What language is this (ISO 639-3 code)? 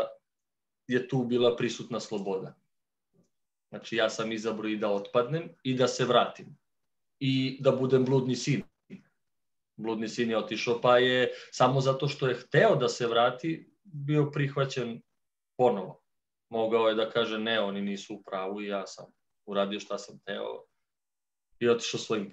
srp